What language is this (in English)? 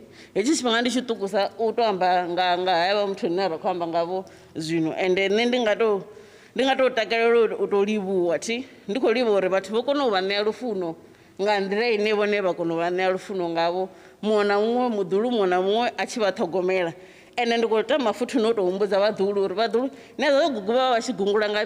Venda